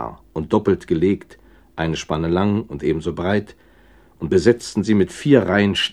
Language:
German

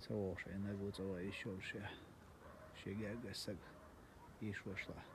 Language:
Chechen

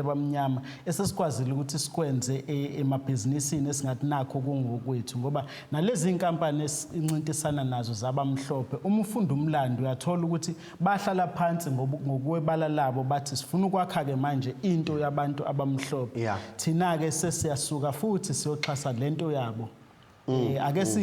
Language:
Zulu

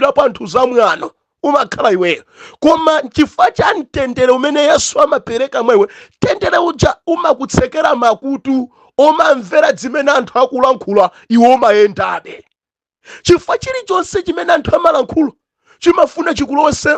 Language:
Nyanja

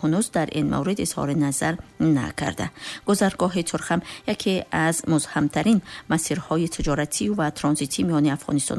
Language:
Tajik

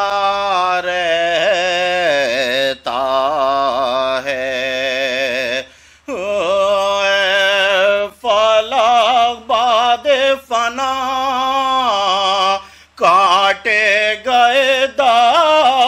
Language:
Urdu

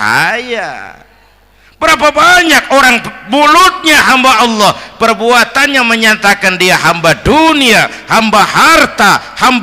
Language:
Betawi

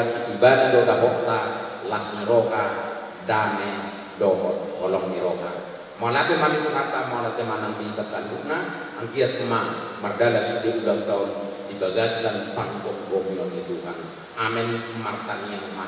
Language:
Batak Toba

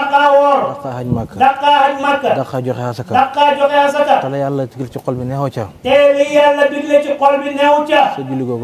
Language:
Wolof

